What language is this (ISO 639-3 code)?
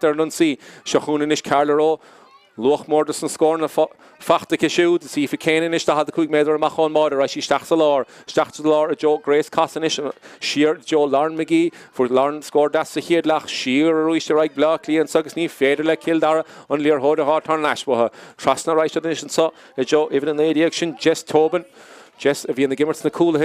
gle